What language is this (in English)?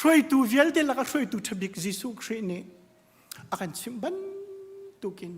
Hakha Chin